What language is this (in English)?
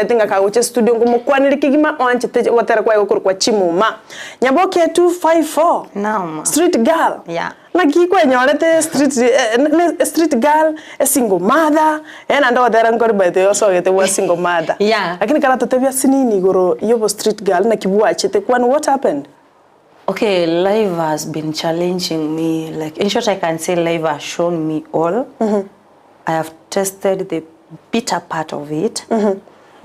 Gusii